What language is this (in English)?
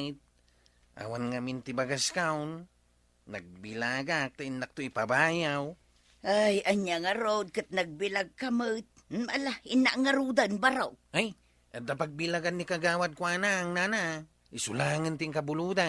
Iloko